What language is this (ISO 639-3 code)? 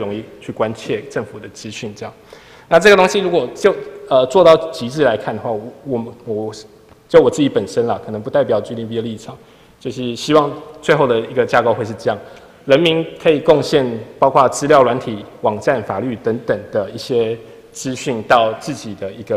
zho